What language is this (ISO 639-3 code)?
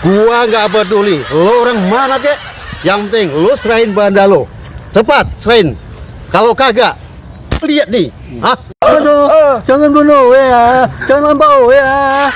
bew